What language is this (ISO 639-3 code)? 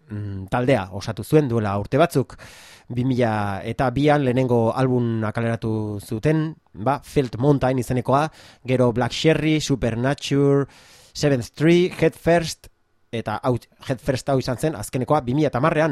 eus